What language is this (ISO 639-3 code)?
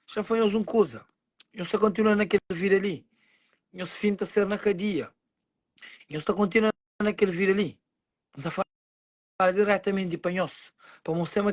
kea